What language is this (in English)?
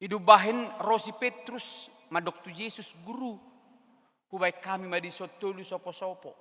Batak Toba